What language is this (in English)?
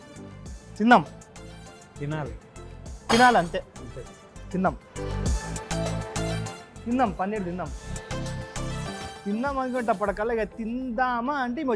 Telugu